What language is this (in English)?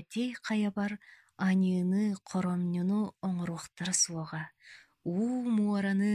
Yakut